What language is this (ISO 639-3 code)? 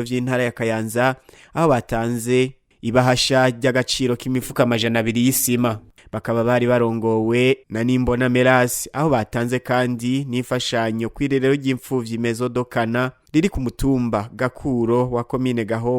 run